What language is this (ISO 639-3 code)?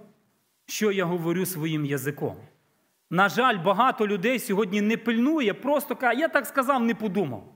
ukr